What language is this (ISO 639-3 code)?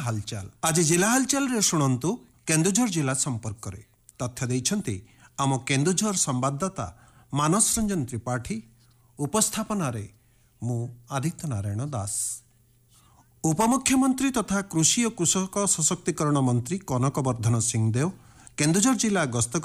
ori